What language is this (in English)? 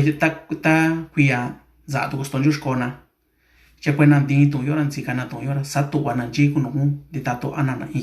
Mixtepec Mixtec